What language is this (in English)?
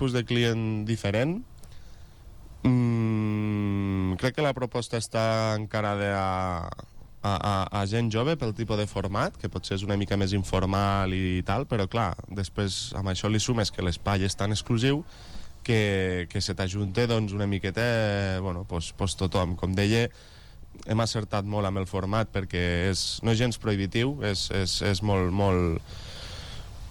Catalan